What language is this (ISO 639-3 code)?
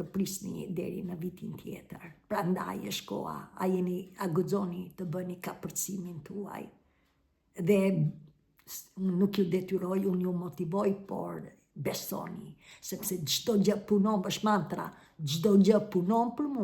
sqi